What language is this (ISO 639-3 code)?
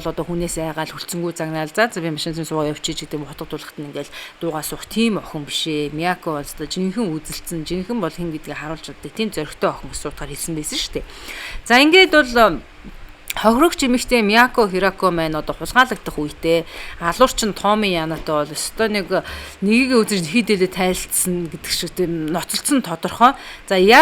mon